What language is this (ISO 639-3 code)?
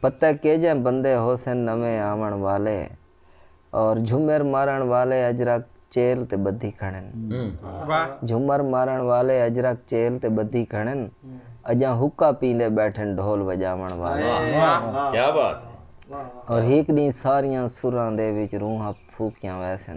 skr